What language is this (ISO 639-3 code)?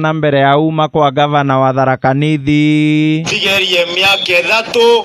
mer